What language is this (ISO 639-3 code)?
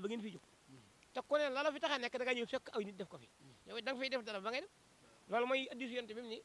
wol